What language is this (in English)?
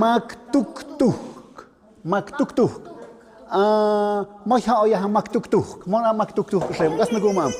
Tlahuitoltepec Mixe